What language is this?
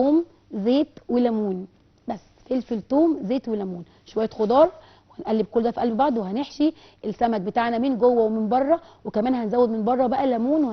Egyptian Arabic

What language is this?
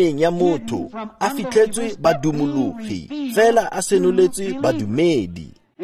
Tswana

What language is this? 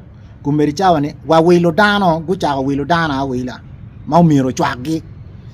Acoli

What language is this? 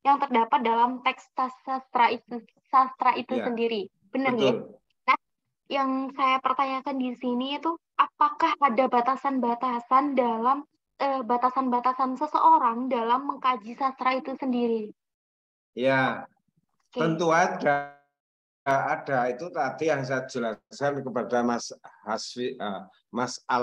Indonesian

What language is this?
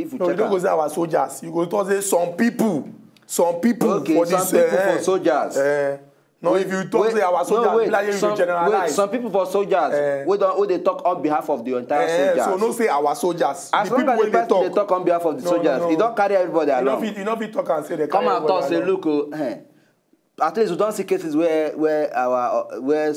Nigerian Pidgin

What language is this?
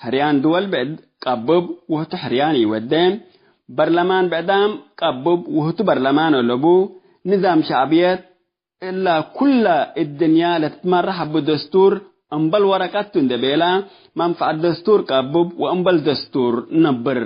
Tigre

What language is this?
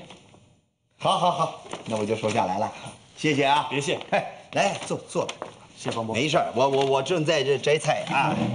Chinese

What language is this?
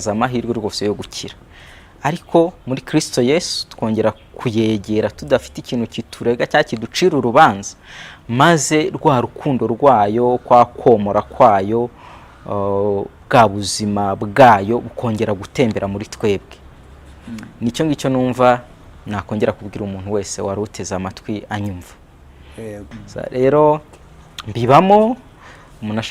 Kinyarwanda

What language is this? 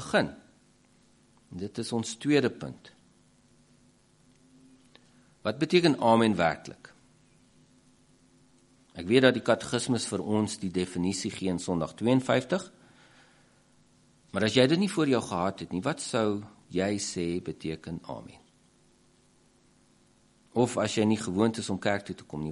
Afrikaans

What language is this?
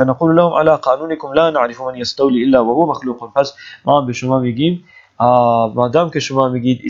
Persian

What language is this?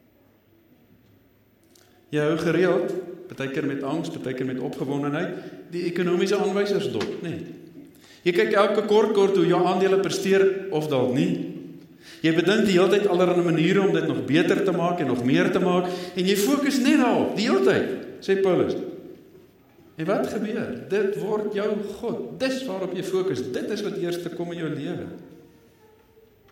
Afrikaans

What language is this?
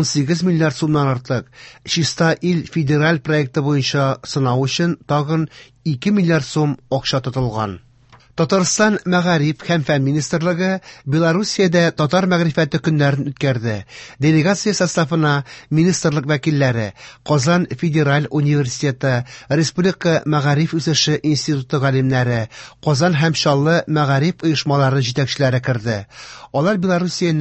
Tatar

